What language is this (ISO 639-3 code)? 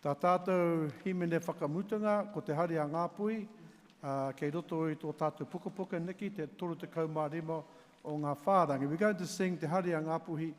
mri